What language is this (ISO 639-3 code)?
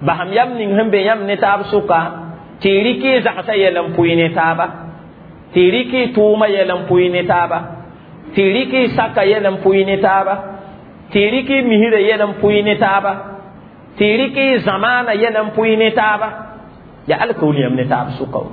mos